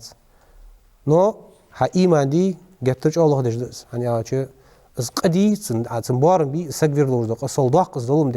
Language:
Ingush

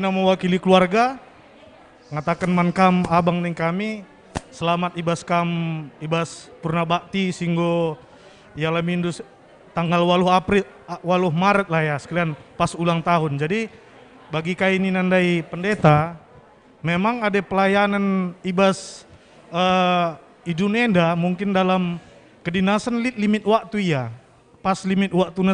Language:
Batak Karo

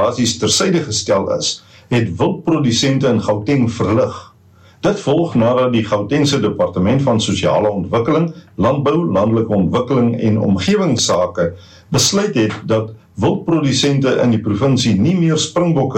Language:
Afrikaans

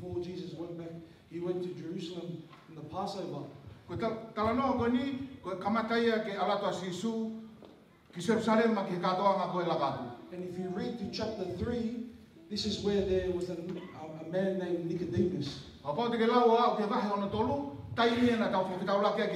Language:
Tongan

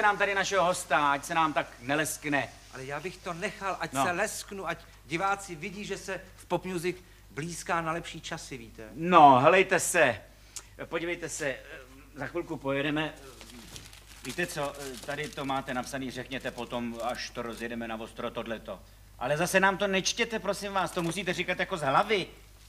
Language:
Czech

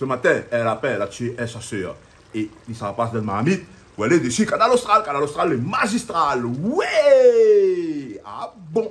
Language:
Réunion Creole French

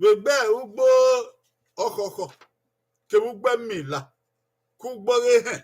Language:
Bini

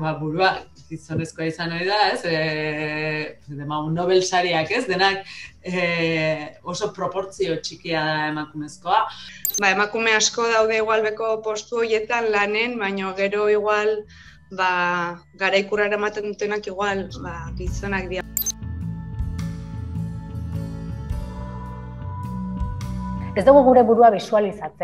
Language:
Basque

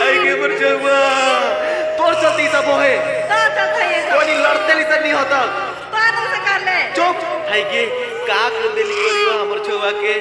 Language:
Sadri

